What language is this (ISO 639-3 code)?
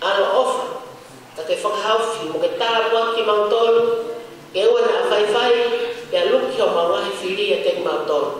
ton